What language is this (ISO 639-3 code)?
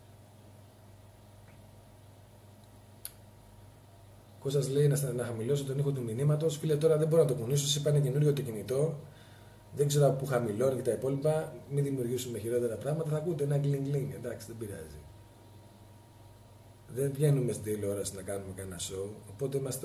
ell